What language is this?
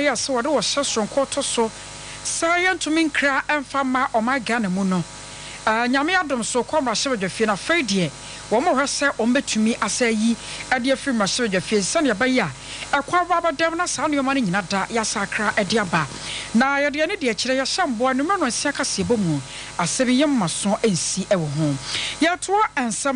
Akan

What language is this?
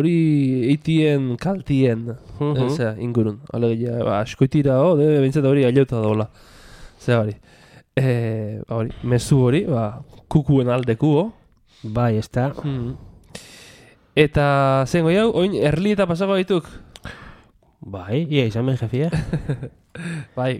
Basque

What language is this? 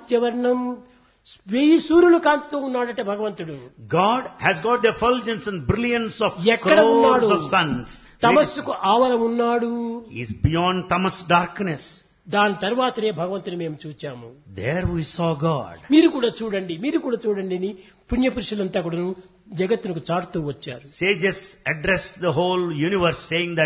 Telugu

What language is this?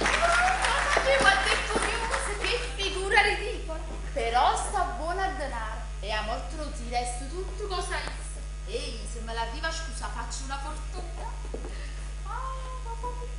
Neapolitan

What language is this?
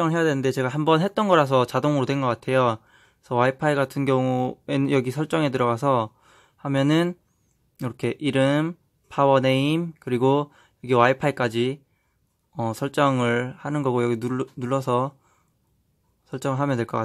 Korean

